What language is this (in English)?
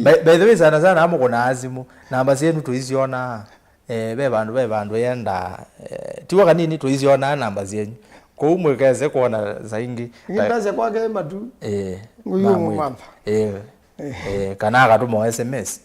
Kamba